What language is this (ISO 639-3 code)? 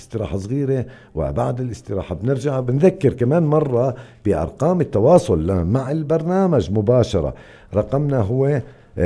apc